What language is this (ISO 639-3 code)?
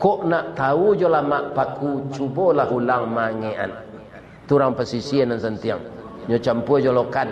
min